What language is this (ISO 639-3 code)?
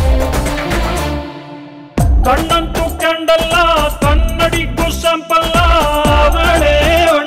kan